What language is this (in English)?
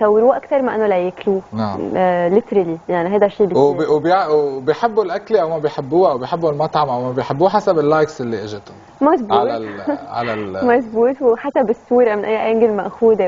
North Levantine Arabic